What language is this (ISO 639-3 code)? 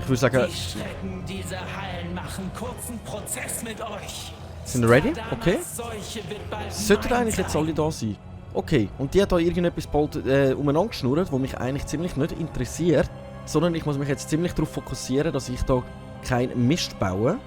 gsw